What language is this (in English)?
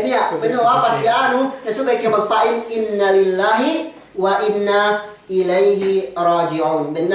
Yakan